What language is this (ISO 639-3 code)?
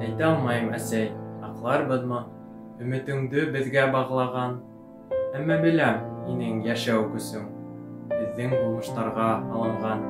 bak